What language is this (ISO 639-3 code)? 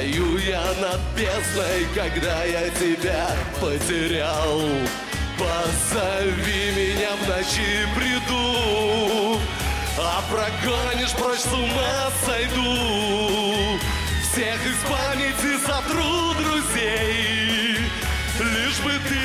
rus